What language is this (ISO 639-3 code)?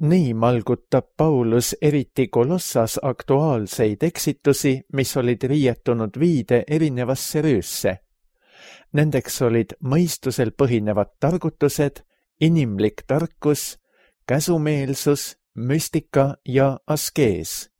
est